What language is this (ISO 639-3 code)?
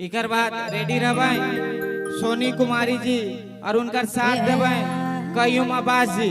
sck